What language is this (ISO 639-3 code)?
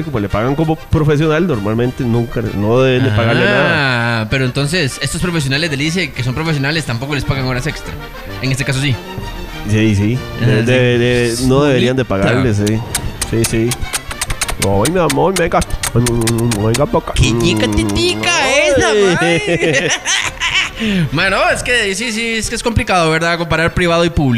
spa